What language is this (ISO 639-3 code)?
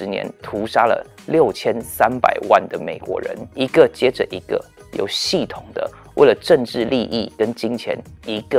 zho